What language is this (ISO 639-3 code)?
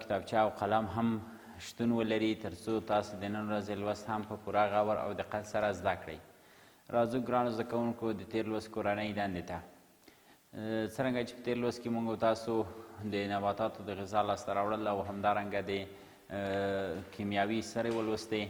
pus